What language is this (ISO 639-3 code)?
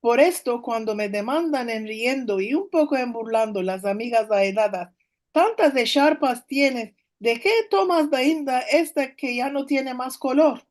lad